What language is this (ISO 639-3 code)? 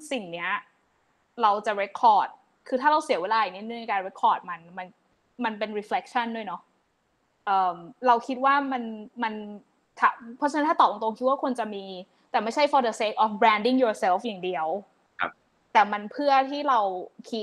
tha